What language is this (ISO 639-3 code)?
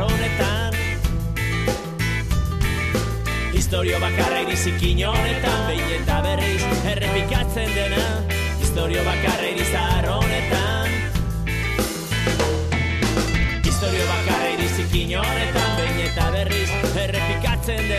eus